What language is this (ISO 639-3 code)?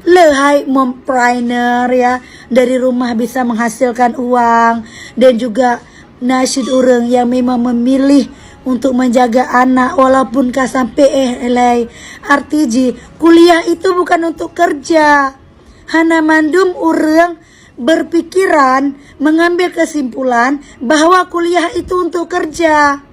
ace